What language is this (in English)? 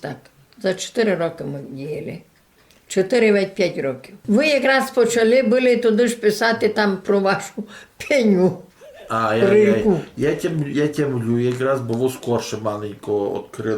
Rusyn